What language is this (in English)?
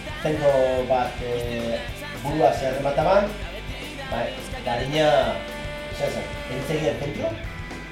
Basque